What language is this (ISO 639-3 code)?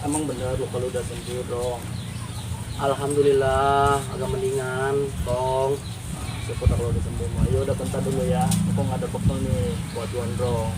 bew